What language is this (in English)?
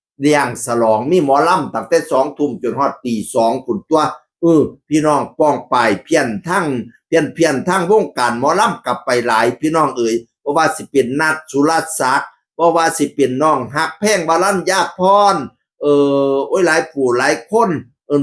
Northeastern Thai